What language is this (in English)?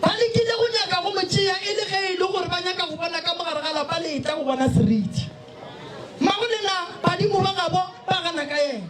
Northern Sotho